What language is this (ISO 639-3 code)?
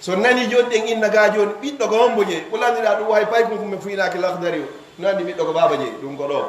ful